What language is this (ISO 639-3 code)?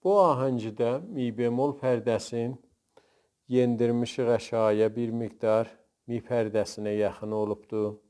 azb